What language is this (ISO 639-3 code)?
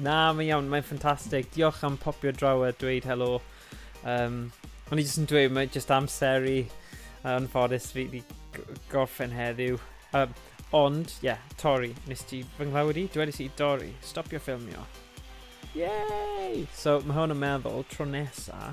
cym